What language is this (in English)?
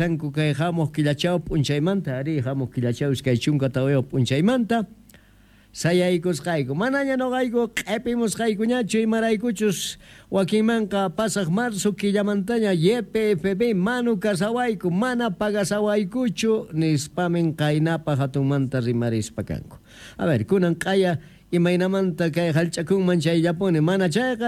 South Bolivian Quechua